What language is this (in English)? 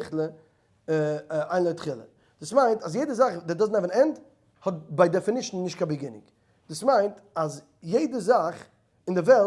Yiddish